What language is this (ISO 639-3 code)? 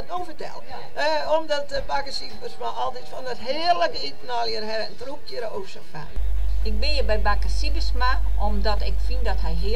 fry